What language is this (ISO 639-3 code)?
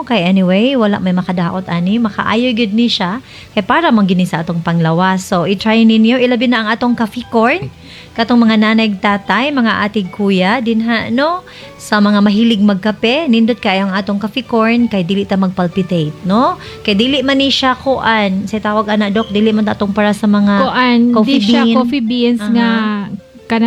ceb